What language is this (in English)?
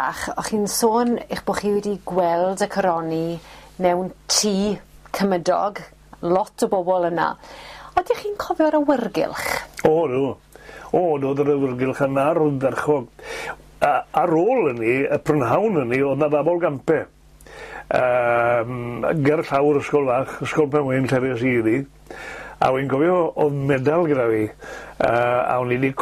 Welsh